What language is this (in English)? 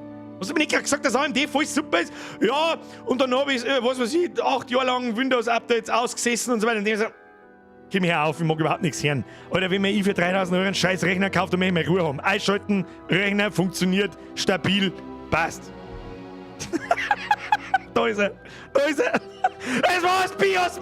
Bavarian